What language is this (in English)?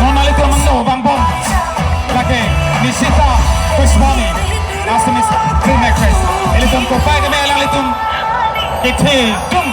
Karbi